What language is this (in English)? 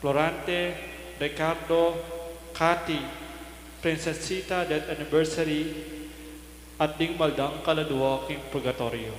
Pampanga